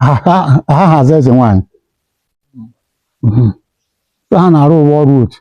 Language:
Igbo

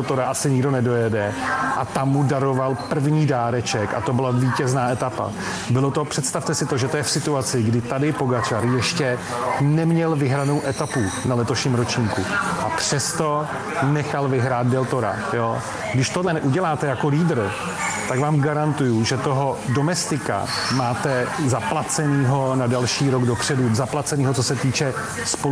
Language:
Czech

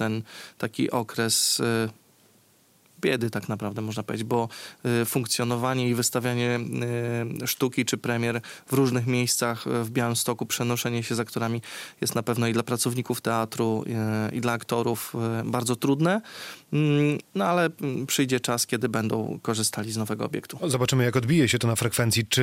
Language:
Polish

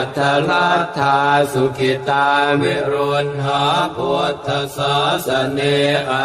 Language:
Pali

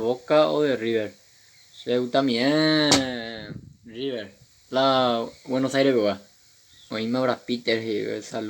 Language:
Guarani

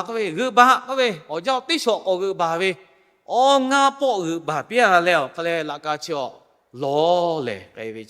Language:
Lahu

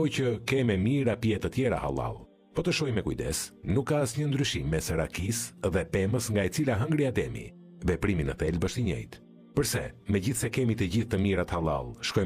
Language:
Albanian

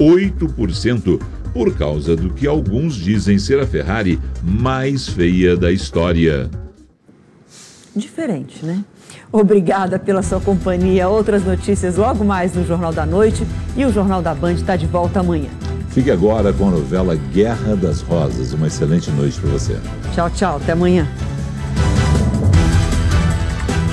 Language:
Portuguese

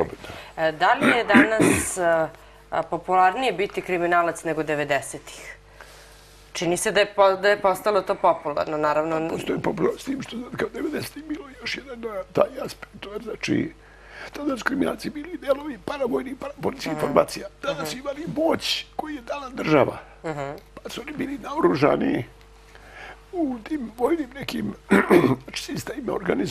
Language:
Serbian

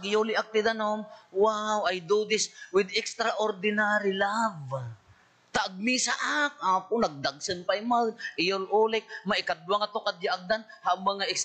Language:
Iloko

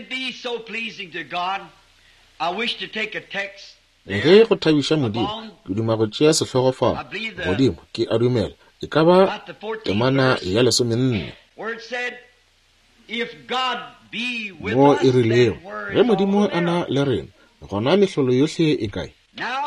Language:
Northern Sotho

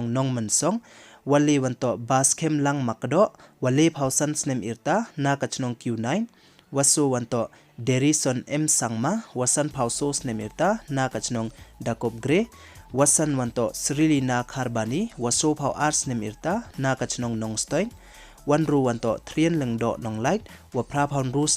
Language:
Pnar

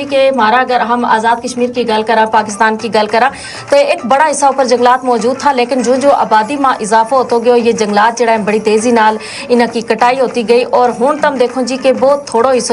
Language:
Gujari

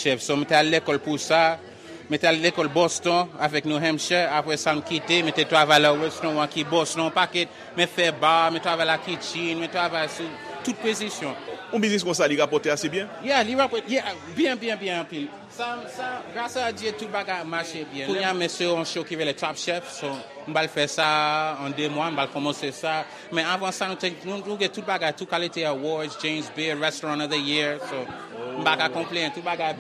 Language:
Haitian Creole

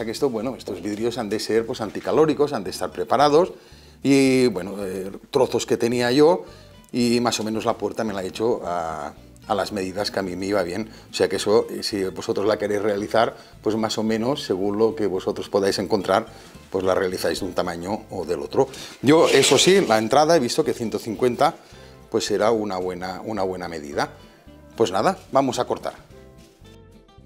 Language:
Spanish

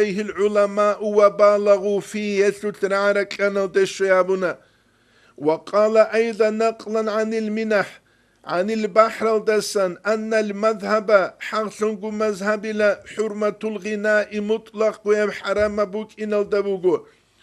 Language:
Avaric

